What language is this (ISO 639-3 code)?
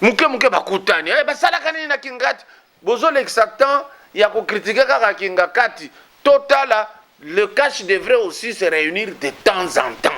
lin